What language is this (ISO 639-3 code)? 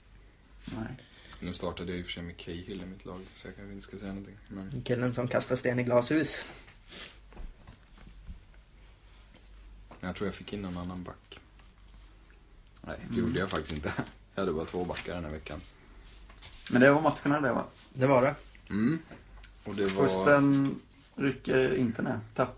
swe